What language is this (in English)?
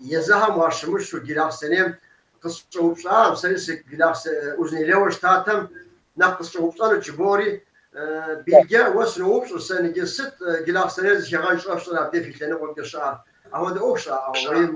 Kabardian